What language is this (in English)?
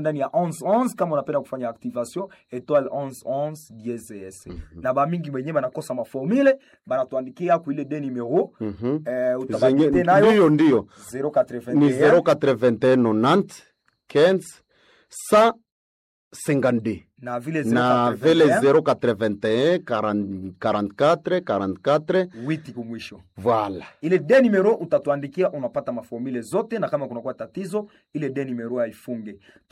Swahili